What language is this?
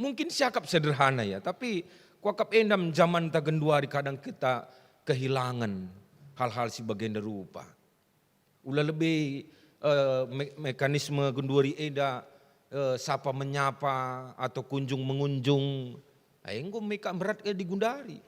Batak Karo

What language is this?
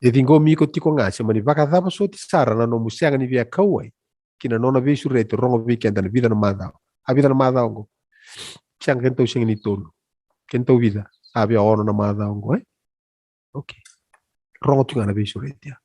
Fijian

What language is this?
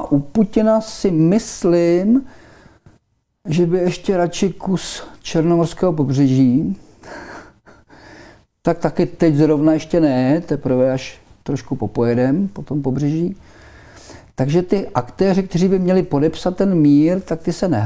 Czech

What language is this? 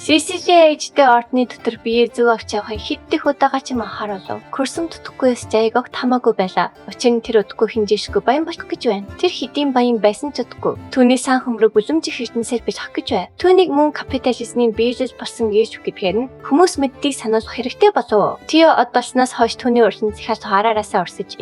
Mongolian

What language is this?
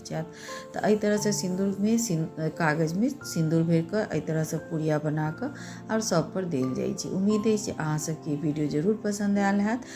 Maithili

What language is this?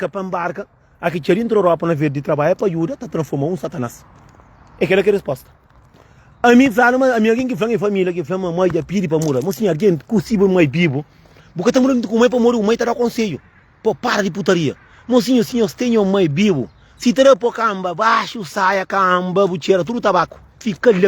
Kabuverdianu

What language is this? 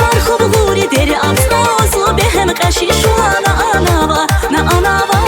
Tabassaran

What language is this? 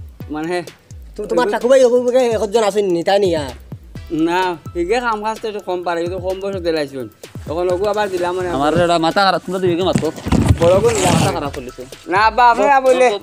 Sylheti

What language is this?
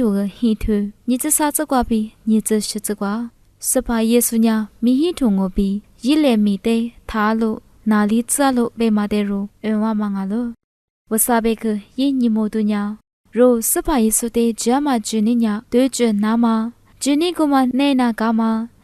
Lisu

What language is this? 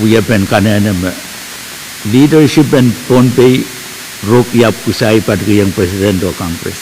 Pohnpeian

